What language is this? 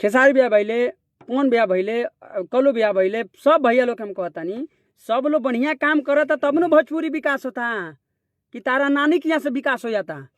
Bhojpuri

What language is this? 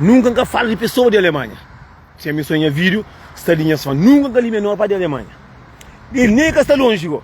Kabuverdianu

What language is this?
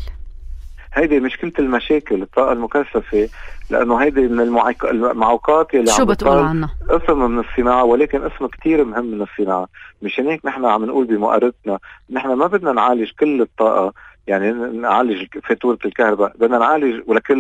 North Levantine Arabic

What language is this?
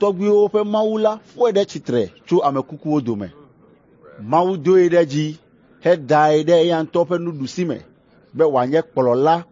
Ewe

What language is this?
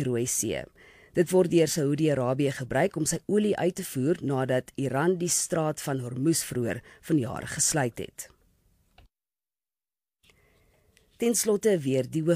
Afrikaans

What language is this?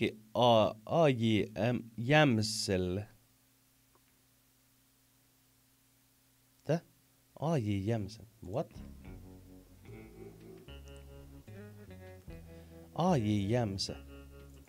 Finnish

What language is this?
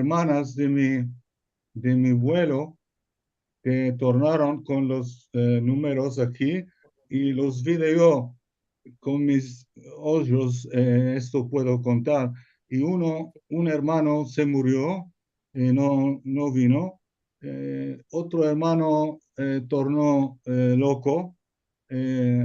Ladino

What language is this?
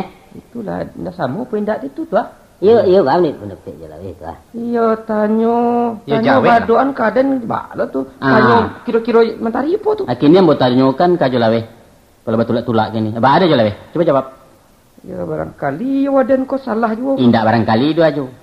Minangkabau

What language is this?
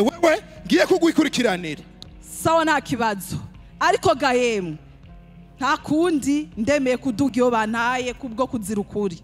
Rundi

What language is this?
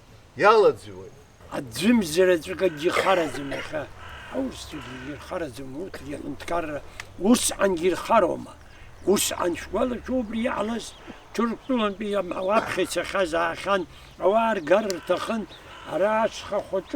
Abkhazian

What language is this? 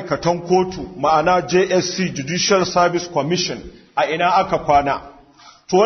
Hausa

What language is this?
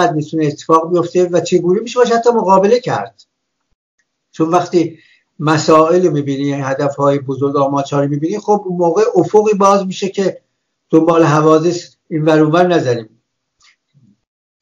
Persian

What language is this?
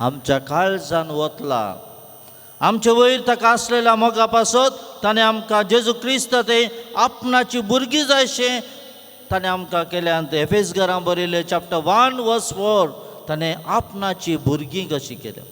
Konkani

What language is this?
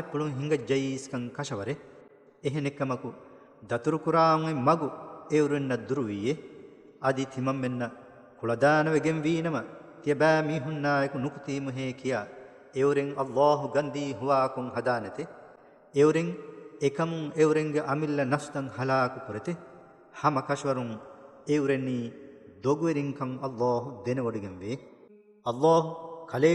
Divehi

